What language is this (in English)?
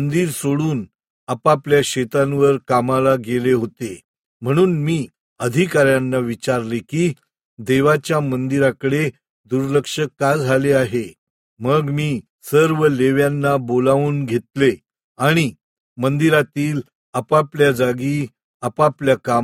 Marathi